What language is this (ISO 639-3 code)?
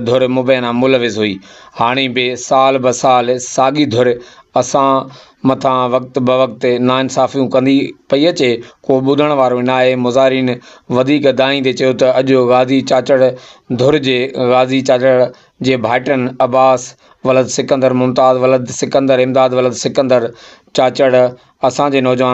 snd